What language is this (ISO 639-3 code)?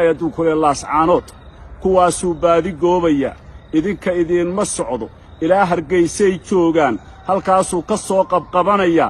som